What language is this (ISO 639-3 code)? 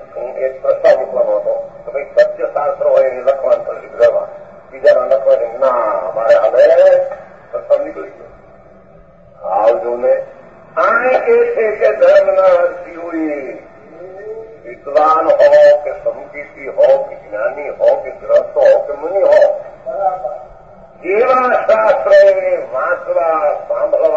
guj